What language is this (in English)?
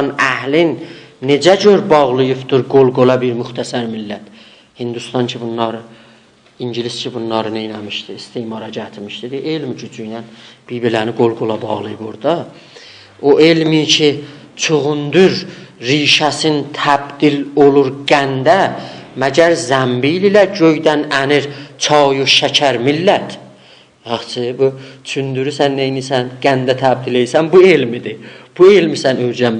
South Azerbaijani